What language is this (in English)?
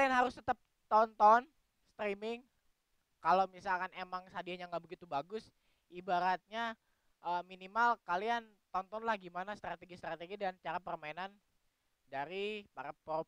Indonesian